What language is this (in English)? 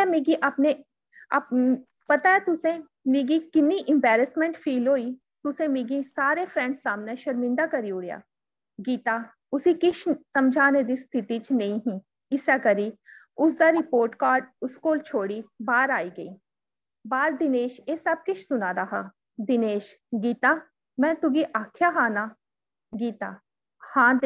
Dogri